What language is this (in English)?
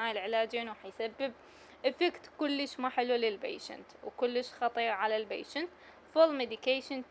Mesopotamian Arabic